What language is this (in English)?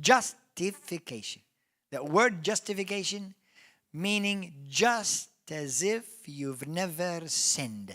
English